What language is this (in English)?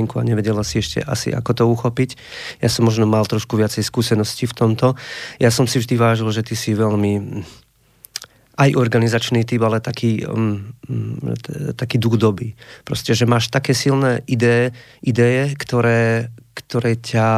Slovak